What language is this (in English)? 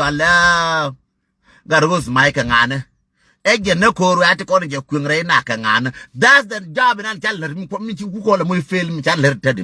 Nuer